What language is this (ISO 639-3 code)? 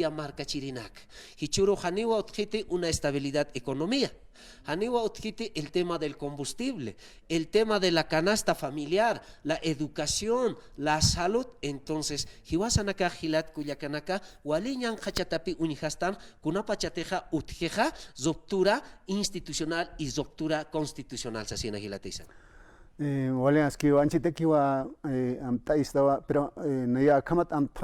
aym